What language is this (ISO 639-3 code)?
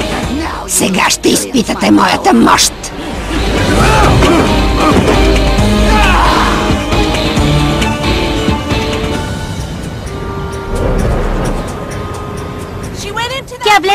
bul